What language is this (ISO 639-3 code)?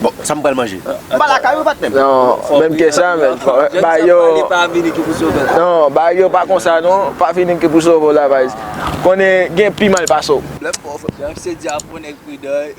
hat